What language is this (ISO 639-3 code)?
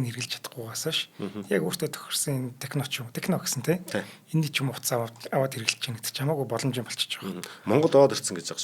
mon